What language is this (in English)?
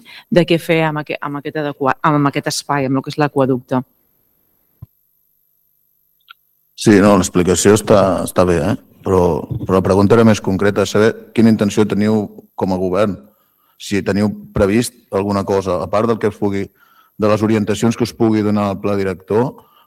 Catalan